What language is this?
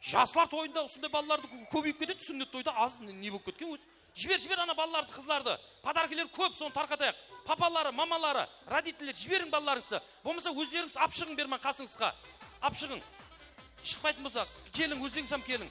Kara-Kalpak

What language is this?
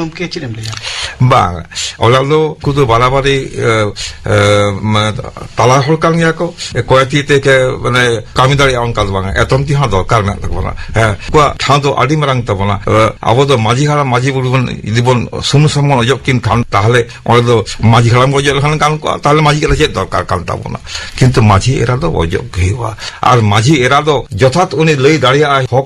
Santali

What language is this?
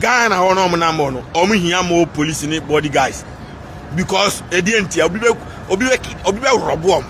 Akan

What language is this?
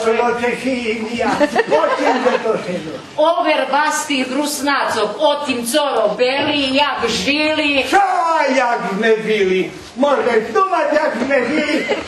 Rusyn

